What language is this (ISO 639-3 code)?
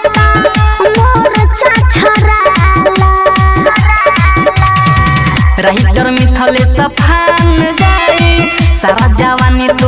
bho